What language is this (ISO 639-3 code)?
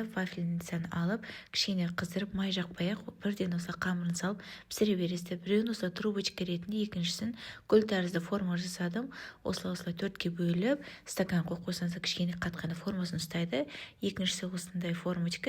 kaz